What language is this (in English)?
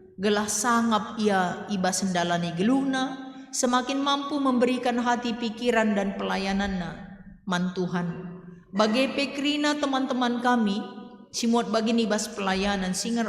Batak Karo